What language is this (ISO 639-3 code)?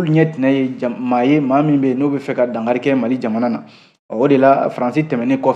bam